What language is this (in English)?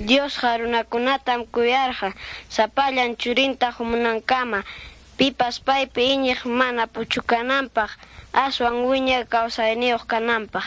Ayacucho Quechua